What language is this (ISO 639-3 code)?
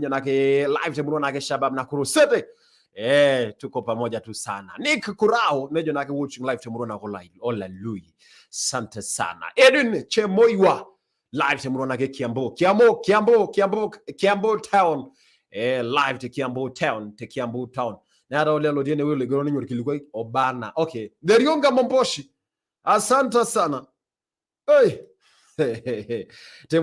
mas